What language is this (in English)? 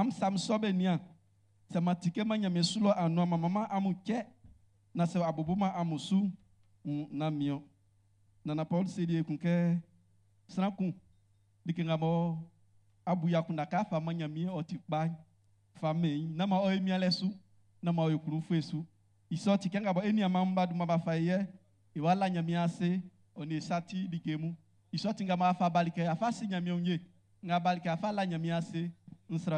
Baoulé